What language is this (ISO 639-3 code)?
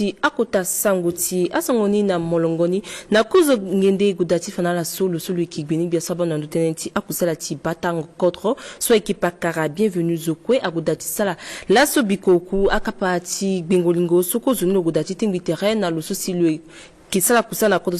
sag